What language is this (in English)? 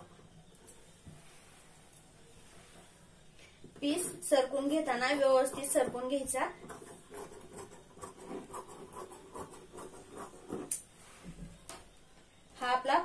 Marathi